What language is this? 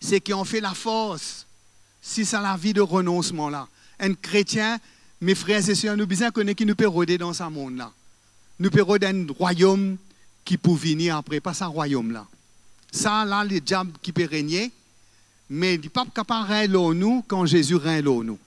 Morisyen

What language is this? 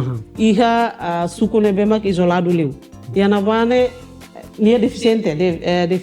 Tetum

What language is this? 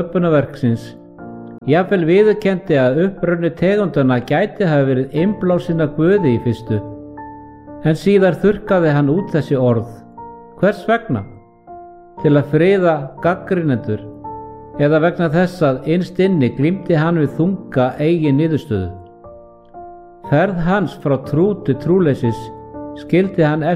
Icelandic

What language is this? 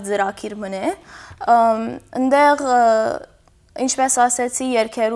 Western Armenian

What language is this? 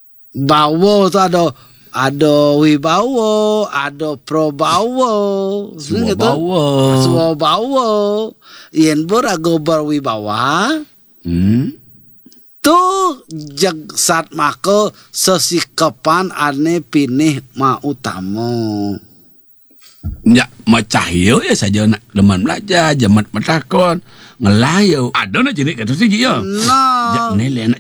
Balinese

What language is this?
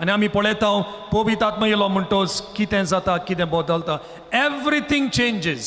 Konkani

